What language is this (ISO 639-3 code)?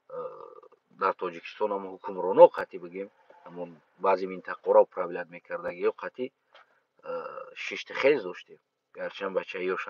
tgk